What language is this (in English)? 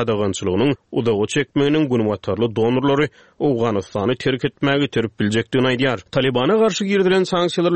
Turkmen